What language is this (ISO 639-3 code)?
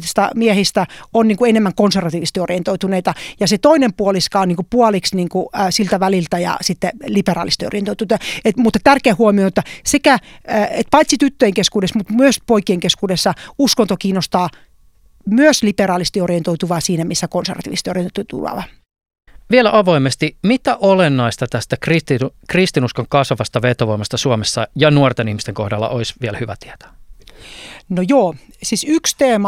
fin